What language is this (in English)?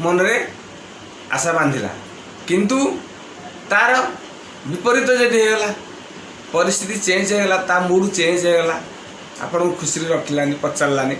Odia